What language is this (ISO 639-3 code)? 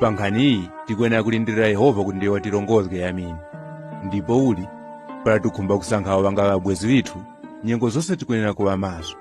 tum